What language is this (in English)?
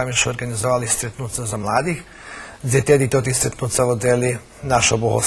Rusyn